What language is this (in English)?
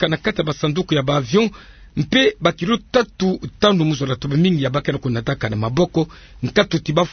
Kituba (Democratic Republic of Congo)